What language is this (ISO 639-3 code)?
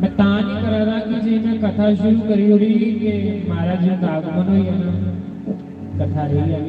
doi